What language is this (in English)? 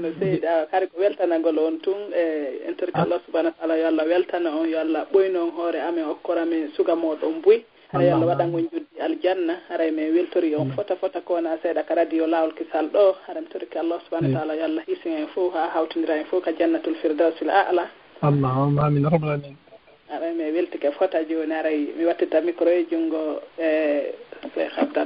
Fula